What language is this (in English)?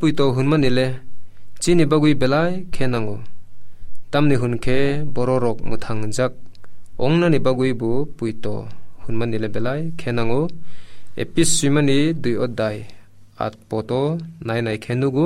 Kok Borok